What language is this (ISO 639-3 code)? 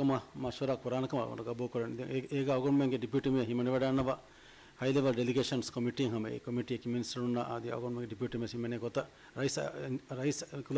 div